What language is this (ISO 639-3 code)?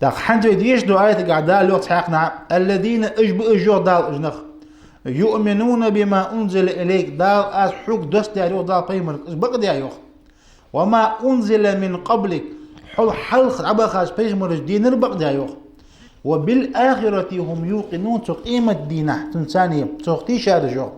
inh